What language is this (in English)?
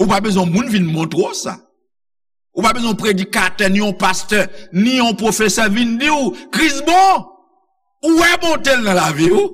Haitian Creole